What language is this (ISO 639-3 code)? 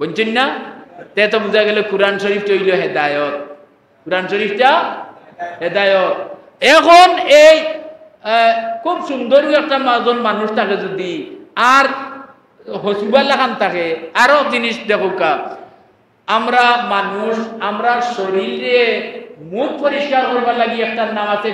syl